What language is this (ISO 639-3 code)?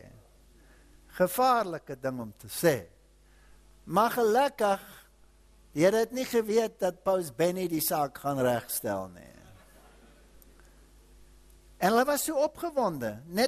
afr